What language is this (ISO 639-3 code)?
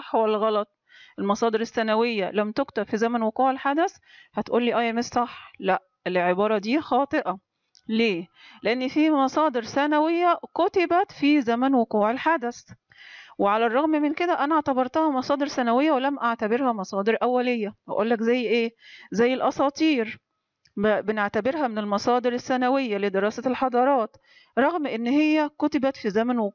arz